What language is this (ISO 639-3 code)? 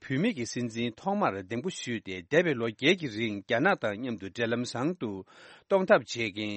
bod